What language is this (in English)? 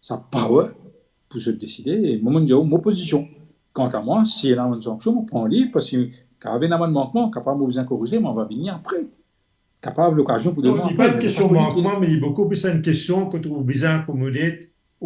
Morisyen